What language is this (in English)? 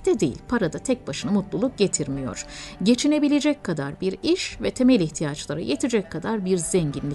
Turkish